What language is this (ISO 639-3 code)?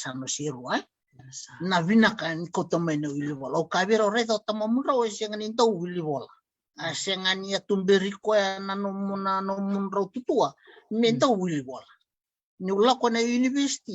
fij